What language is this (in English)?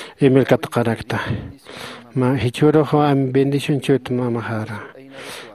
Aymara